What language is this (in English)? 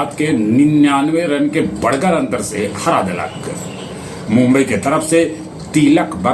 Magahi